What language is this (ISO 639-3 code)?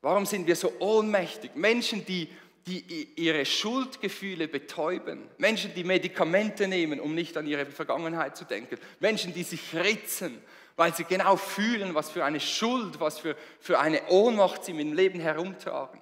gsw